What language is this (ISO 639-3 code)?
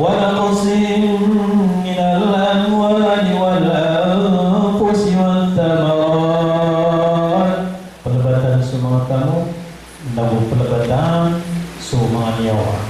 mrw